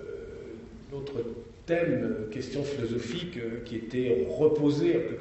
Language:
French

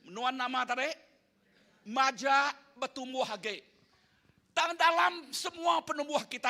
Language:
Iban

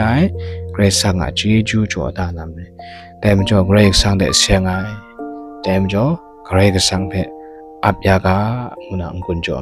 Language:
Kachin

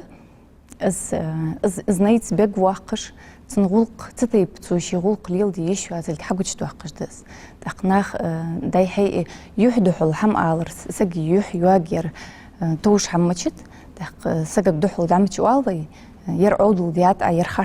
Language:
Ingush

